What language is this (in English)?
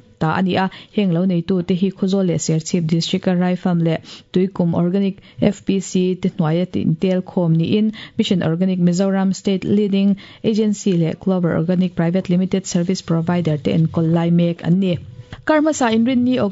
Mizo